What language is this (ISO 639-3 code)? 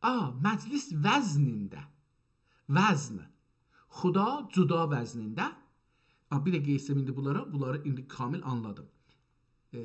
azb